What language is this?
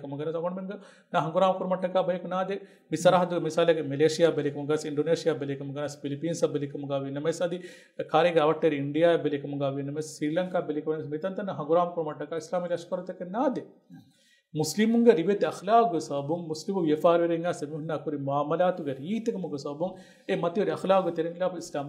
Divehi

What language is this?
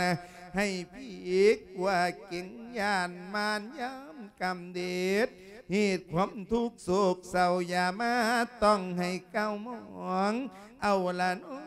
Lao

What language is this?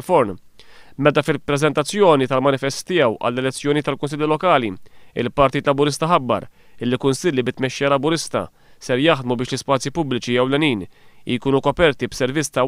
Maltese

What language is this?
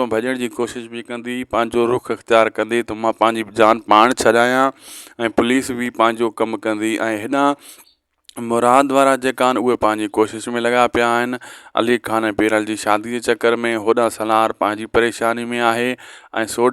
Sindhi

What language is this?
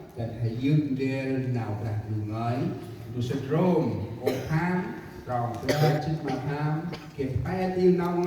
Central Mnong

